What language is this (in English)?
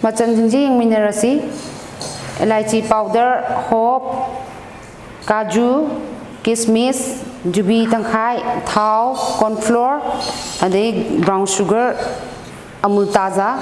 Manipuri